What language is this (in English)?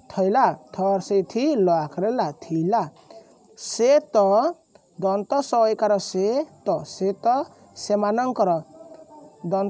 Odia